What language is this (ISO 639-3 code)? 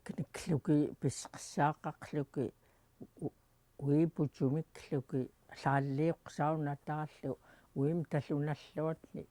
esu